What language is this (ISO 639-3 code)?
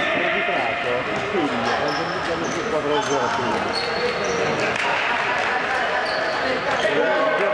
ita